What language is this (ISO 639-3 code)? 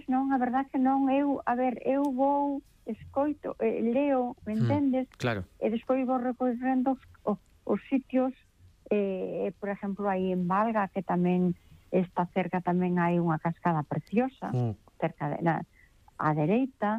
glg